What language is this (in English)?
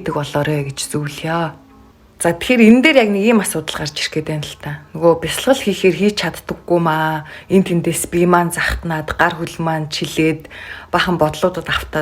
Mongolian